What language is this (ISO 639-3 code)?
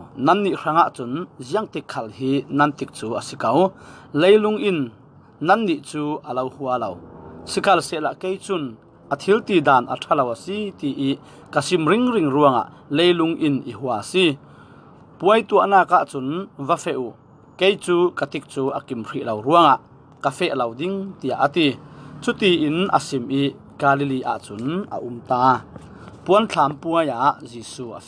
cfm